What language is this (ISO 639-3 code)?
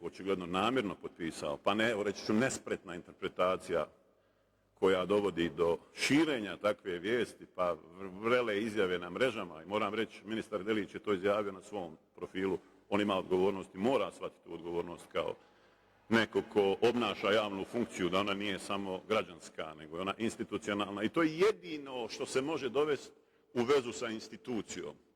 bos